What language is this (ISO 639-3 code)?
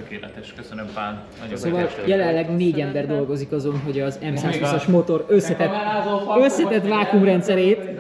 hun